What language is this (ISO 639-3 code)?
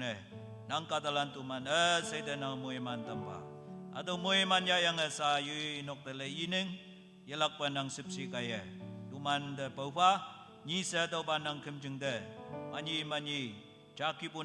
nbe